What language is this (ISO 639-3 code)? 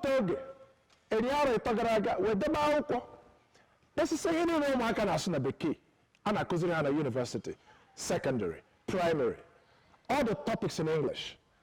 ibo